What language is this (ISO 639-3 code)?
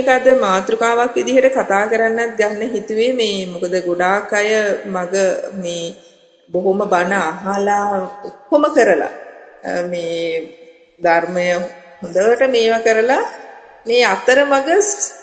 sin